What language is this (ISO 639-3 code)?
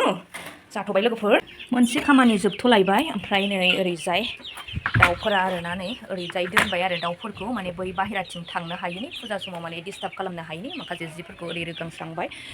brx